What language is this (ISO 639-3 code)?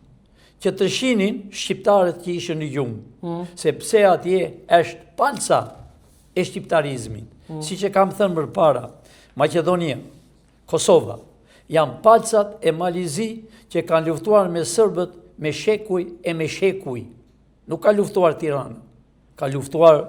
sqi